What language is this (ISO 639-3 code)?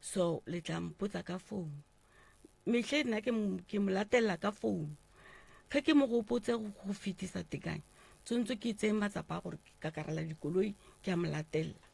nso